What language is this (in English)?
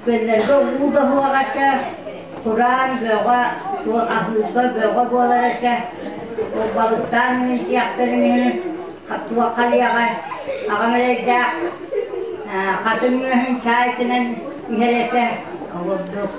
Yakut